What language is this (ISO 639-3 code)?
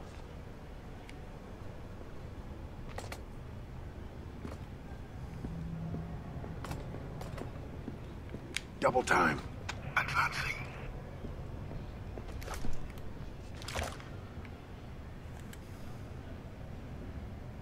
eng